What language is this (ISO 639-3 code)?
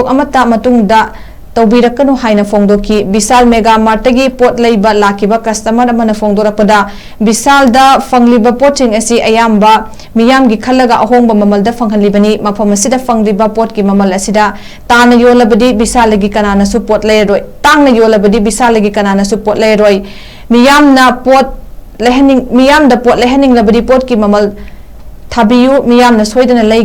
mni